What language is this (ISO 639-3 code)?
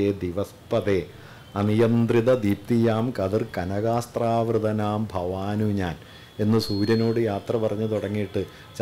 mal